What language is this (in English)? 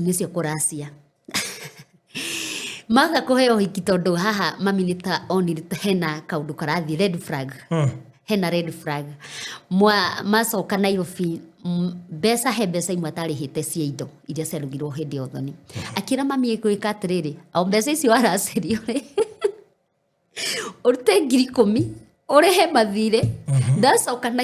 Kikuyu